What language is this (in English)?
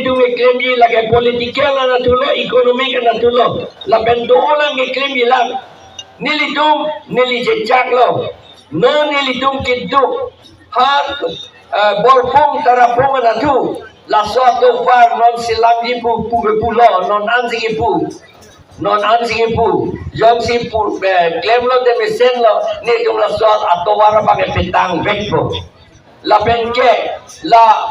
Karbi